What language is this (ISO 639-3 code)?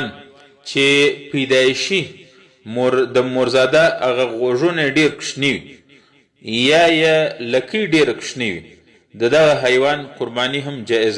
pus